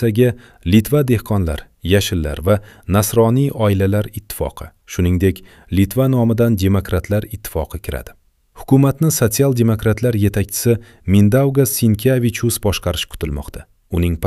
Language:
Uzbek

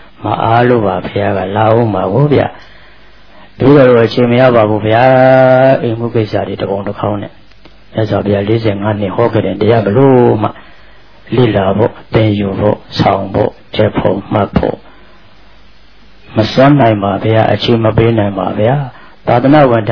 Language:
Burmese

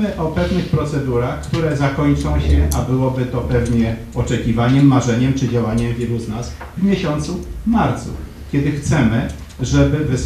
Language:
Polish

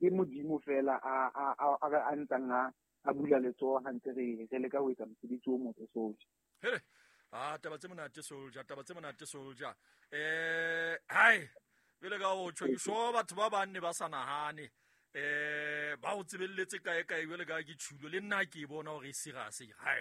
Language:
Southern Sotho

